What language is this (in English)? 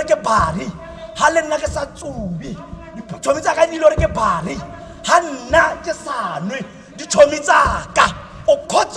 Tswana